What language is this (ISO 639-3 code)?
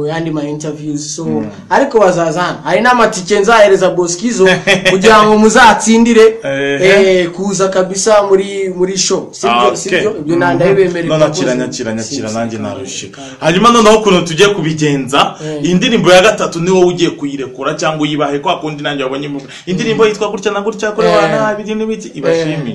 kin